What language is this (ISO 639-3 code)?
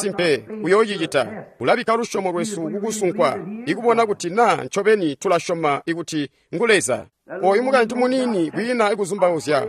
toi